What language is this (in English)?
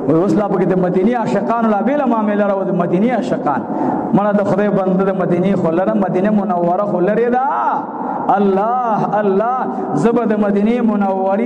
Pashto